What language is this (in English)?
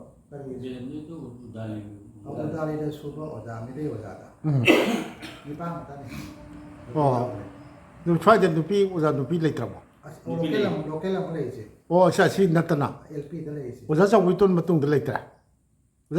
Manipuri